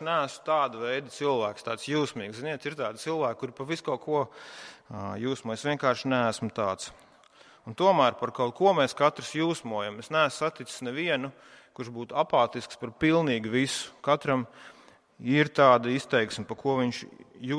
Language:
Latvian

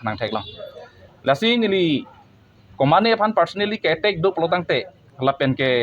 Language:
Karbi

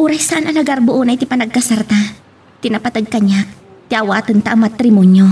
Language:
Iloko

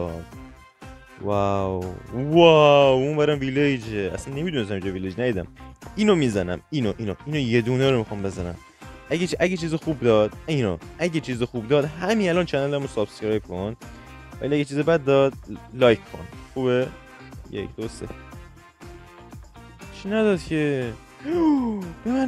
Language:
Persian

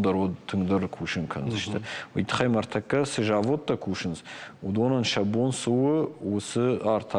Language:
Ossetic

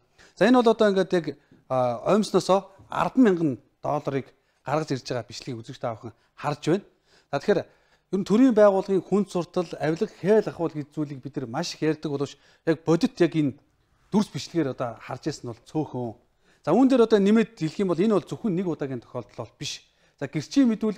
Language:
Mongolian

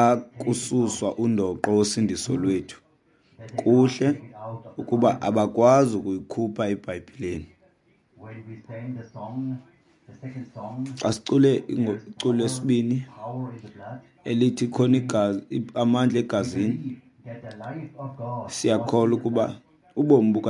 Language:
Xhosa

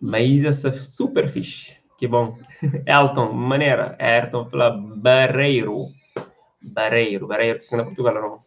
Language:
Kabuverdianu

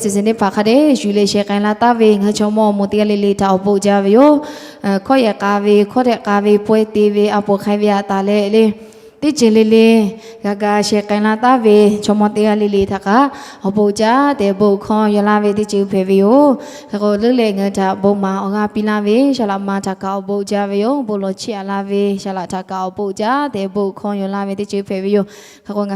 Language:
Lahu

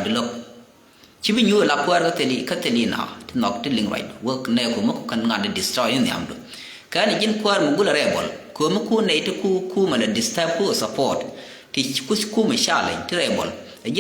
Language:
Nuer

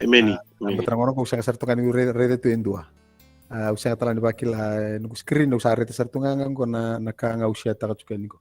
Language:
Fijian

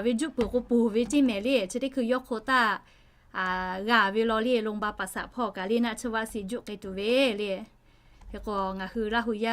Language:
Lahu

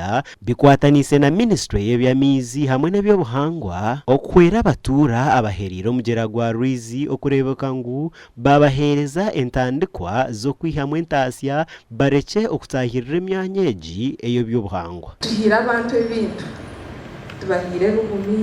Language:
Nyankole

